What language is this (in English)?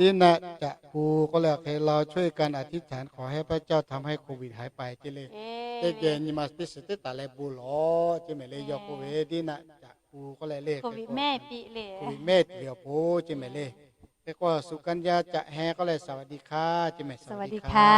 Lahu